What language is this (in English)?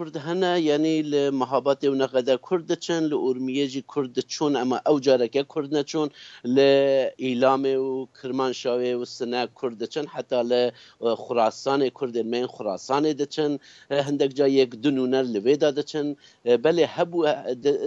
Kurdish